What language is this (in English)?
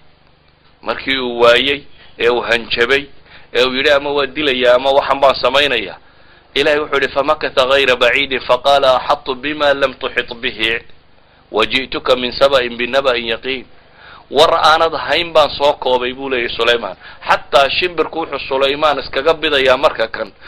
Somali